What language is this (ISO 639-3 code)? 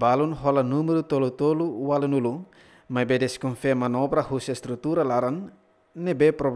tet